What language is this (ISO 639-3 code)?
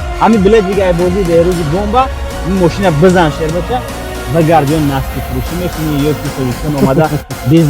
tgk